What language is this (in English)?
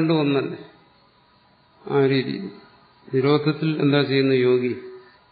Malayalam